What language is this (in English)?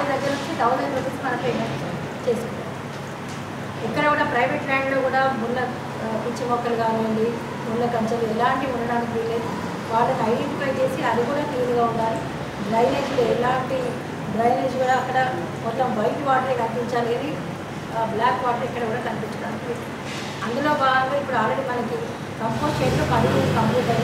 Telugu